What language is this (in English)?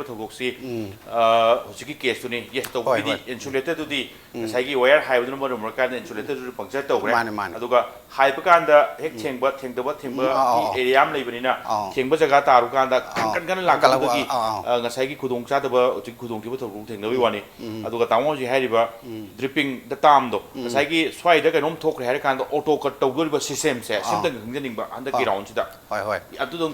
Manipuri